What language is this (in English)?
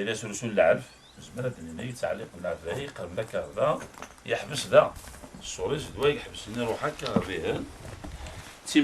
Kabyle